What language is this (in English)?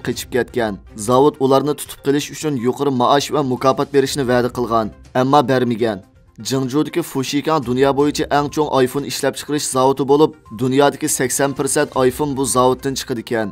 Uyghur